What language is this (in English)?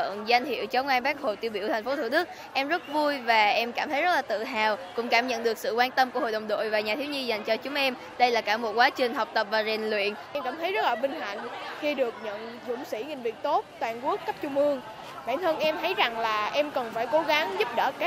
Vietnamese